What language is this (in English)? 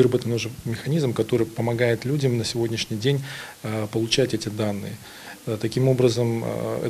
Crimean Tatar